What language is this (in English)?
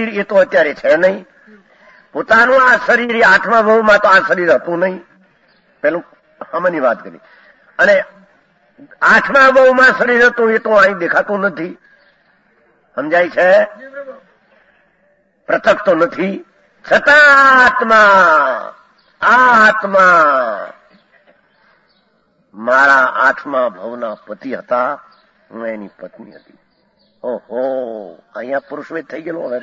Gujarati